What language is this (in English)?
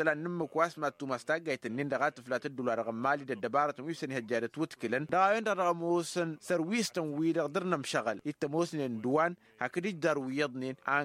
Tamasheq